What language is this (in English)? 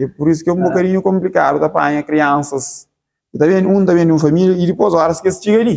Kabuverdianu